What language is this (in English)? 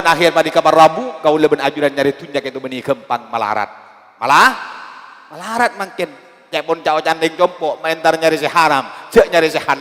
Madurese